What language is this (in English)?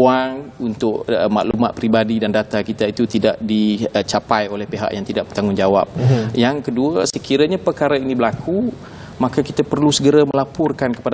Malay